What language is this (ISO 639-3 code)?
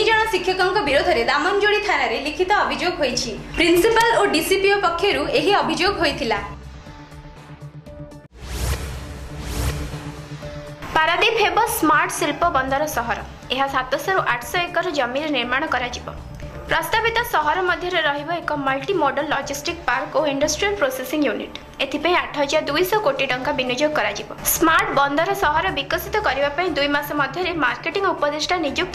ori